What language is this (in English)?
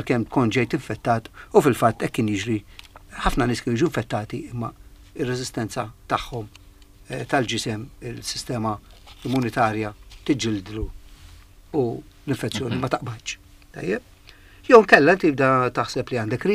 Maltese